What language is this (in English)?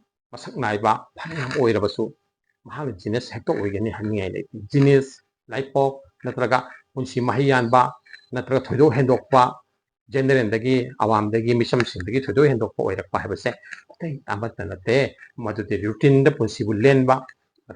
Manipuri